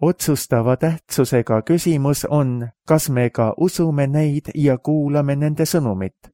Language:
Estonian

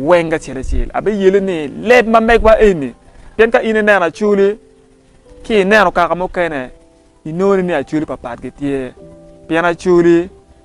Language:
Acoli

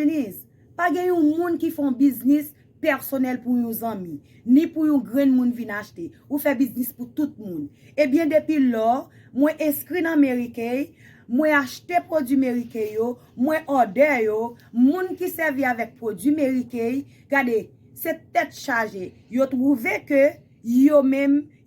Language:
Haitian Creole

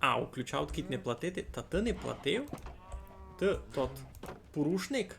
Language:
Rusyn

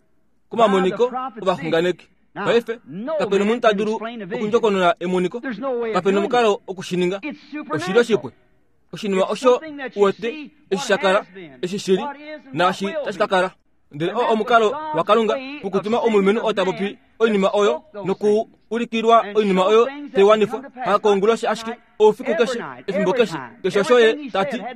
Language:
Kuanyama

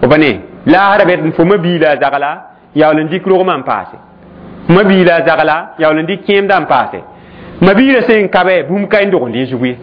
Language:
Mossi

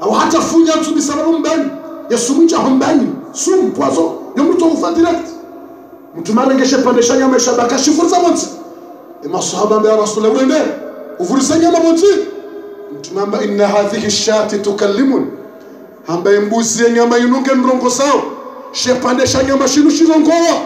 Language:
Ngazidja Comorian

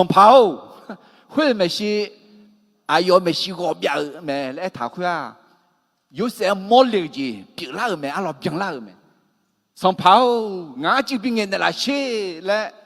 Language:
Akha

